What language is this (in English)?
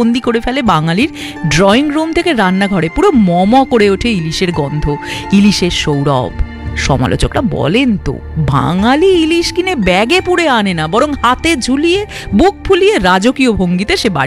Bangla